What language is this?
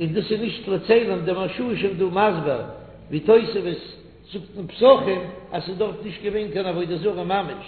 Yiddish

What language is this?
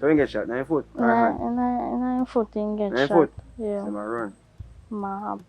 Jamaican Creole English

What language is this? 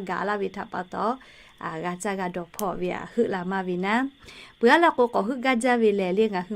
Lahu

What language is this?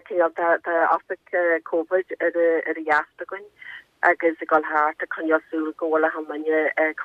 Irish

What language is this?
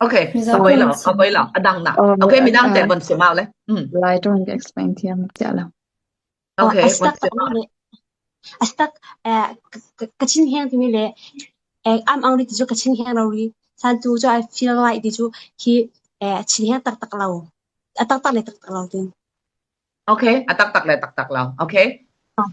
Falam Chin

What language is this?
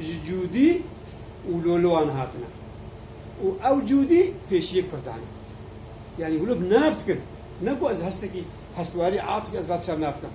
Kurdish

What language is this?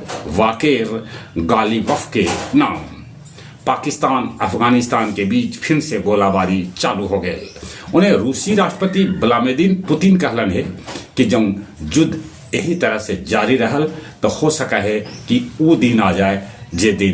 Magahi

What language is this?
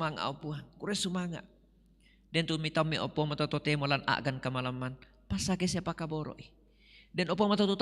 Toraja-Sa'dan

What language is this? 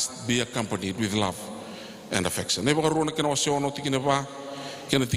Fijian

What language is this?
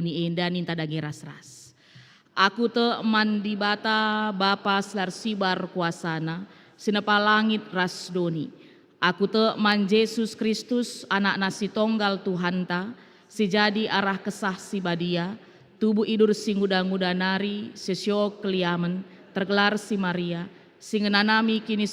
Batak Karo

